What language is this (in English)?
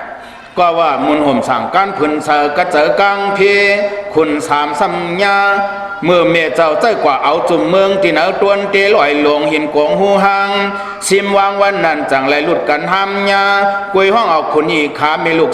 Shan